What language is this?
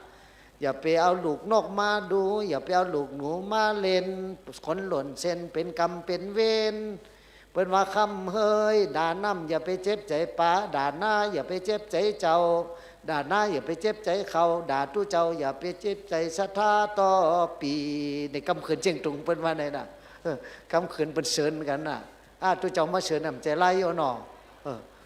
Shan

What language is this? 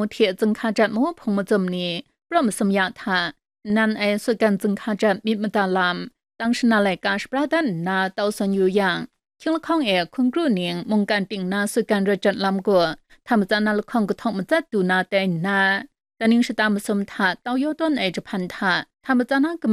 Kachin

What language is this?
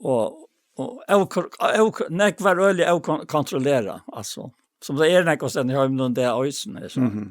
Faroese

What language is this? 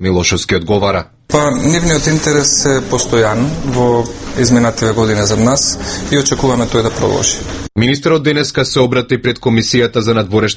Macedonian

